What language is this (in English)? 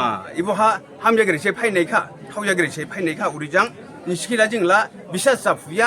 Dimasa